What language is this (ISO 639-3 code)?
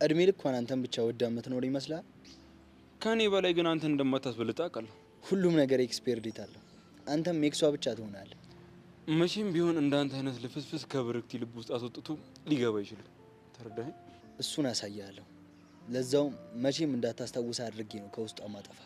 amh